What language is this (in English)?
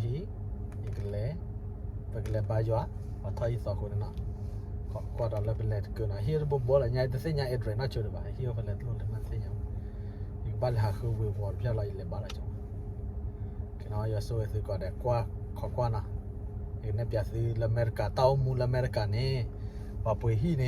S'gaw Karen